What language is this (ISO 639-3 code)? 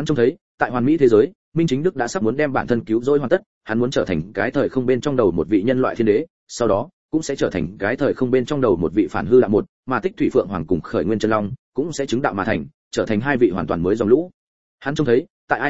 vie